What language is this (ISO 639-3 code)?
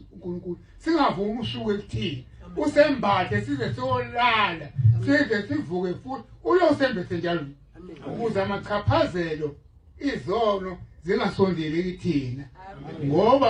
zul